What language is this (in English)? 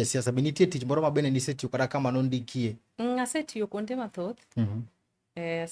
Luo (Kenya and Tanzania)